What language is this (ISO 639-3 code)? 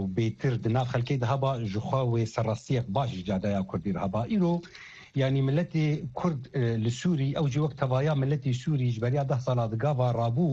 kur